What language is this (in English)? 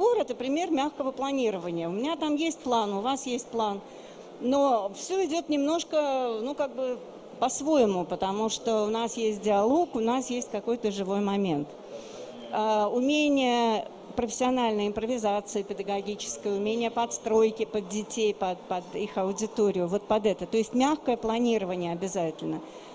Russian